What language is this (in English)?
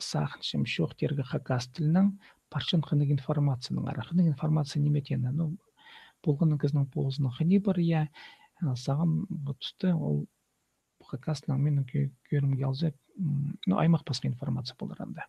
Khakas